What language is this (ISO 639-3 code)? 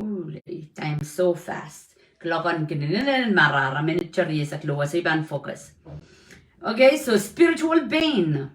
pon